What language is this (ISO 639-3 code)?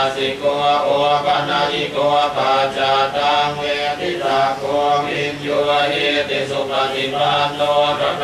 pli